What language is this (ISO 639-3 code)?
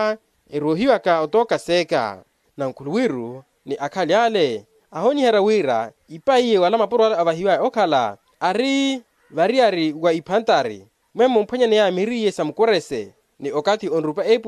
vmw